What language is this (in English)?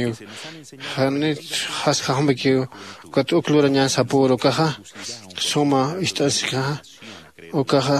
Aymara